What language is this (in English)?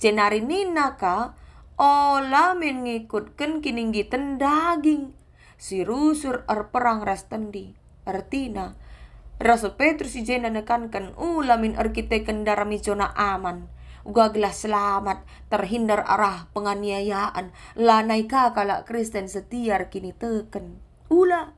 Batak Karo